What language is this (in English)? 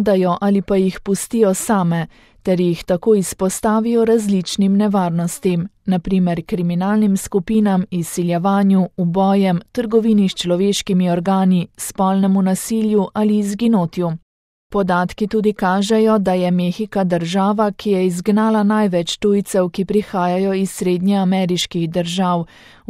Slovenian